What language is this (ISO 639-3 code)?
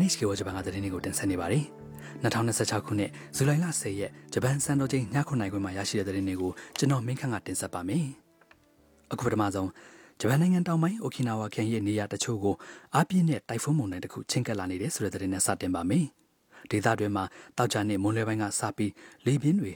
mya